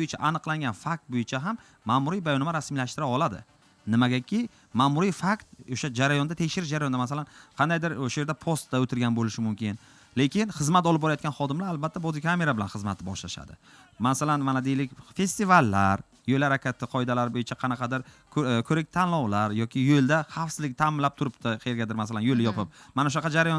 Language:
Uzbek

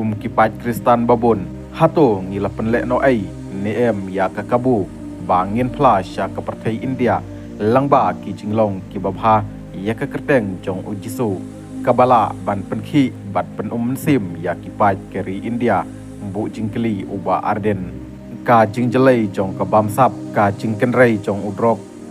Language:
Khasi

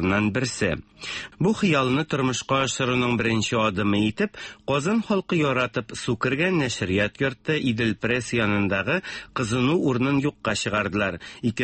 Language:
Tatar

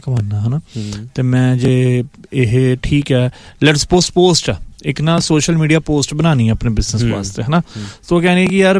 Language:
Punjabi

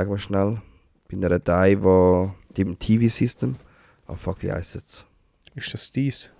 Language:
Swiss German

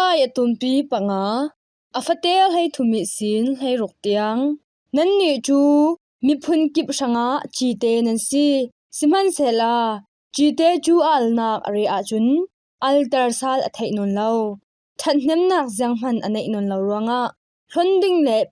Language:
Falam Chin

